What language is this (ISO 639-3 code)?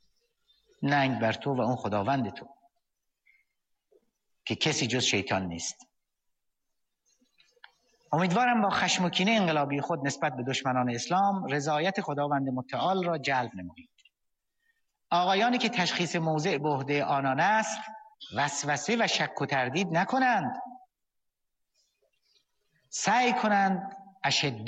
fas